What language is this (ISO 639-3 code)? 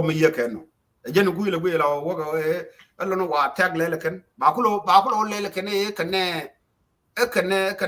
nus